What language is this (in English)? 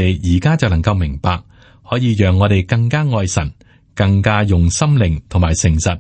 Cantonese